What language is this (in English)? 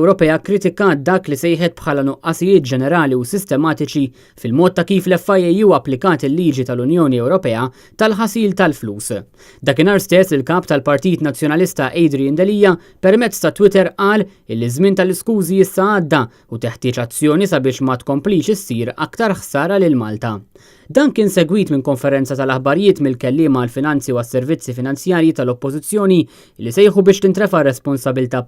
Maltese